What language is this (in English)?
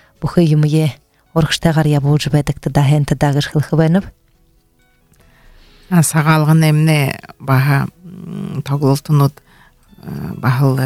Buriat